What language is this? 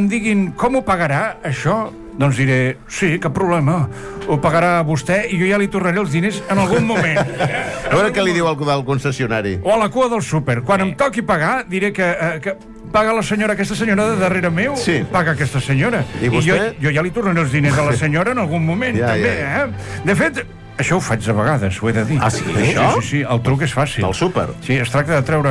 Catalan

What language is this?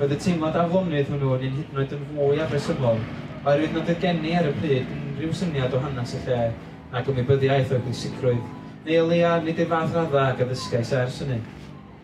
Welsh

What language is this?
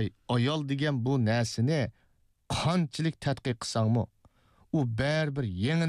Uyghur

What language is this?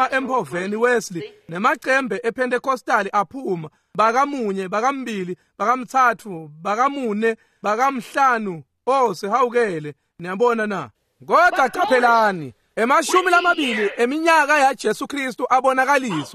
Swati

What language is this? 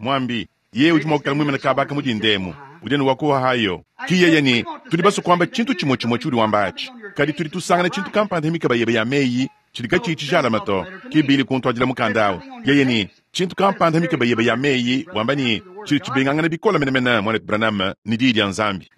Luba-Lulua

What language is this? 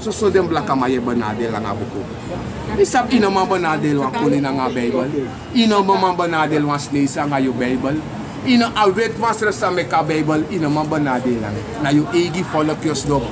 Sranan Tongo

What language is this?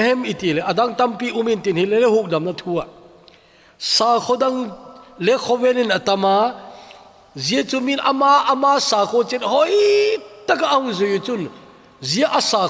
Thado Chin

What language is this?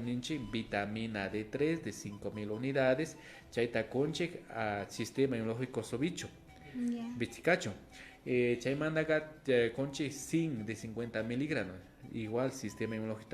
Imbabura Highland Quichua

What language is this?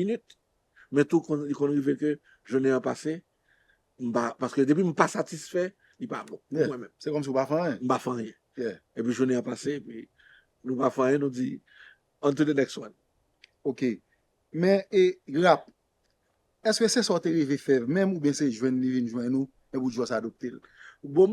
Haitian Creole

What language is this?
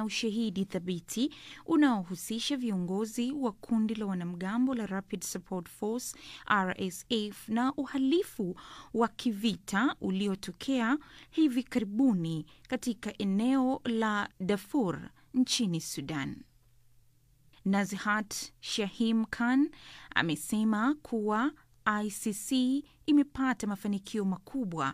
Swahili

